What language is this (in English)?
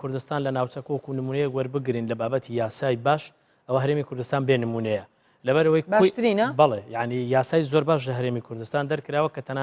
Central Kurdish